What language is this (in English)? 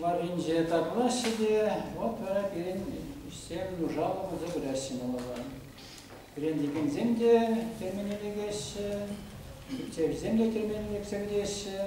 Chuvash